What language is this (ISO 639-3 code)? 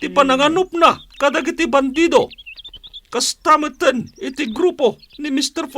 ilo